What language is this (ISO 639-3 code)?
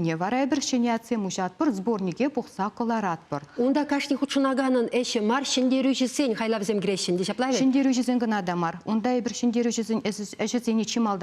chv